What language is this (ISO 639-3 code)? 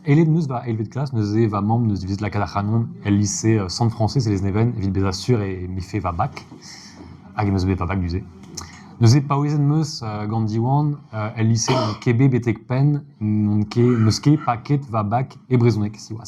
bre